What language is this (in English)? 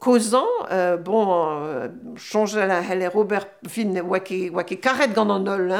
Breton